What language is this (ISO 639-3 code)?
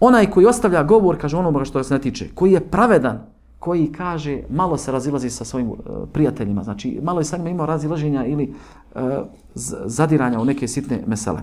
bos